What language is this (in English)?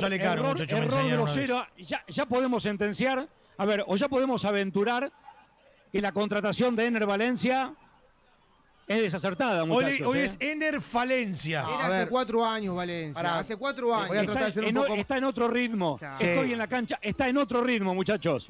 Spanish